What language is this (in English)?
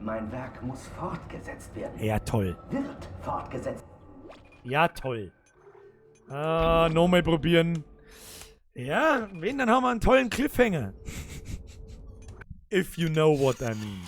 Bavarian